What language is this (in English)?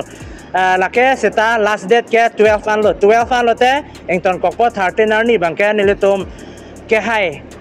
Karbi